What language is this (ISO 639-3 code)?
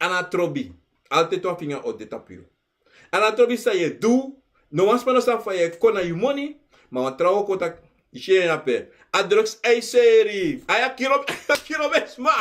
srn